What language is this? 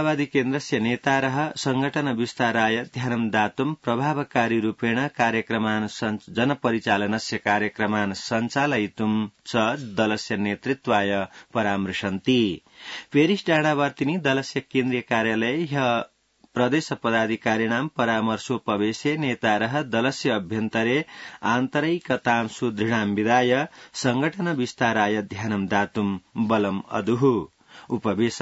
Sanskrit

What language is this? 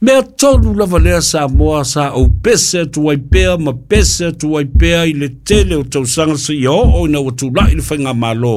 Samoan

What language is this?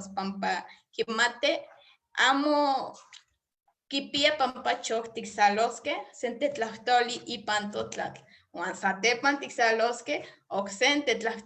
Eastern Huasteca Nahuatl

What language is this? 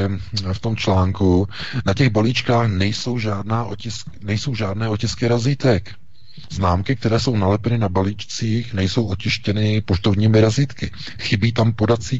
Czech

